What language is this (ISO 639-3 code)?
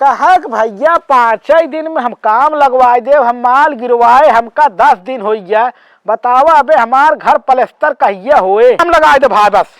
awa